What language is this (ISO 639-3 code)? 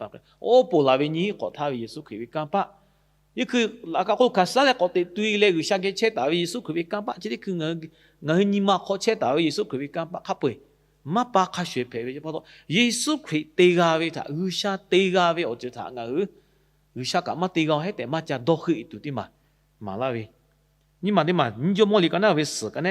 lhu